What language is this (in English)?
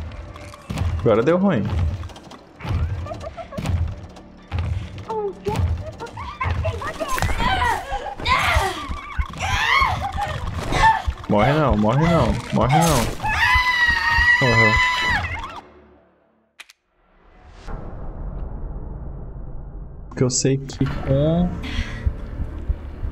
Portuguese